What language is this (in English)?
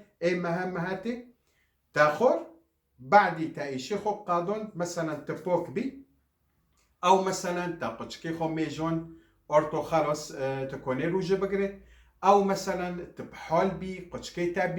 Kurdish